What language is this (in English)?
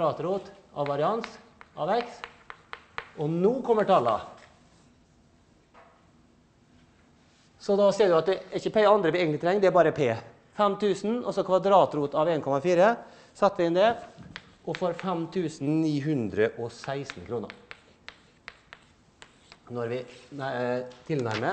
Norwegian